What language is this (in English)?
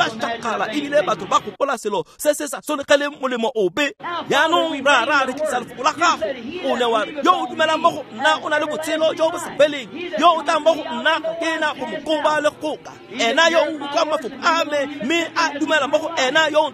Tswana